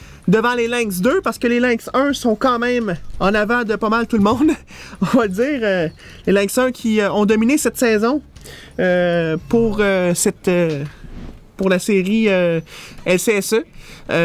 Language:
French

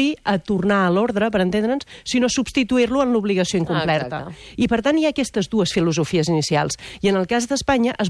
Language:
Catalan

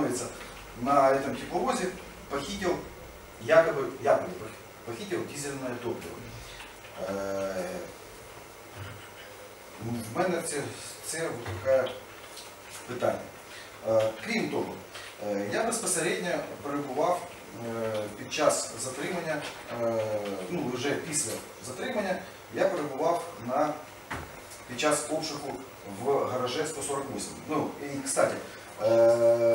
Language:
Ukrainian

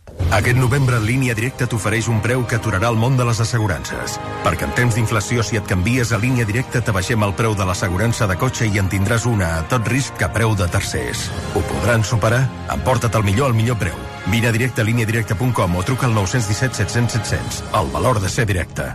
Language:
Catalan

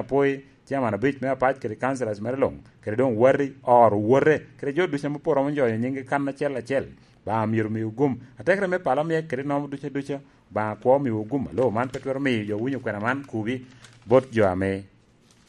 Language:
Lango (Uganda)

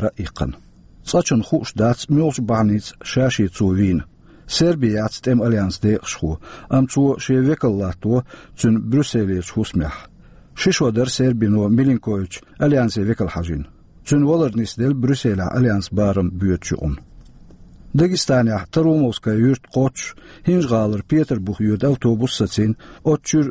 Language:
Chechen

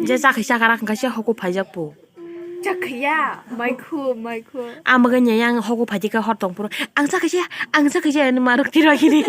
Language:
Kok Borok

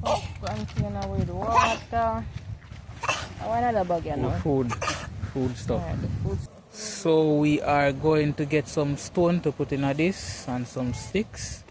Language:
Jamaican Creole English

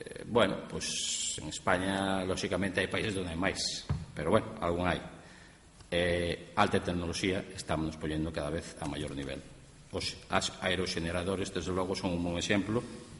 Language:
Galician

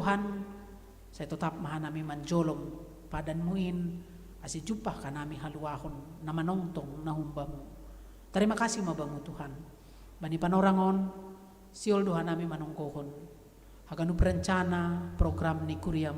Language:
Batak Simalungun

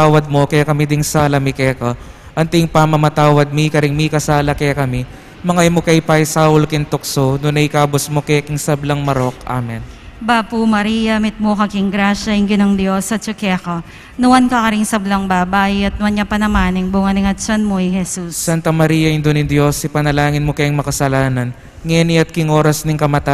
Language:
Pampanga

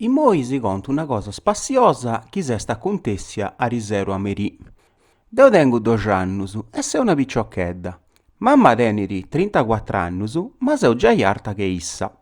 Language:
Sardinian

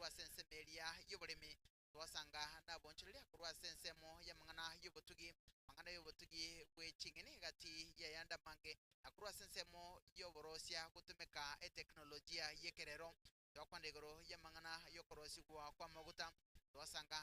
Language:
Gusii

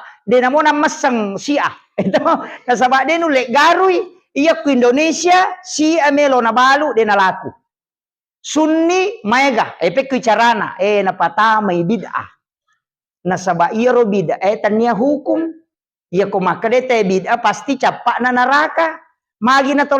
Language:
Buginese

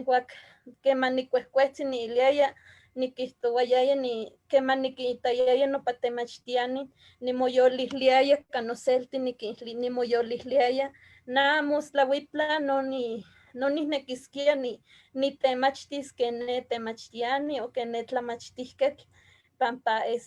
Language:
Eastern Huasteca Nahuatl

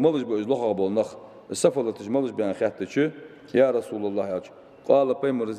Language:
Ingush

